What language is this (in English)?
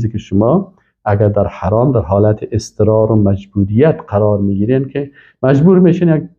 Persian